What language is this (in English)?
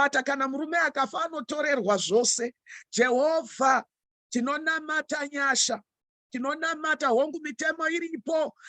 Shona